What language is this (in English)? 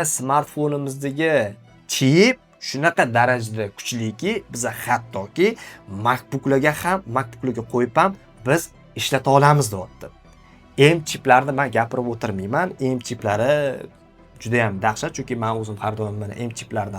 Uzbek